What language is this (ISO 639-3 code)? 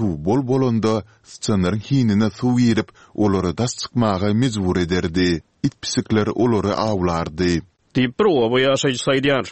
tuk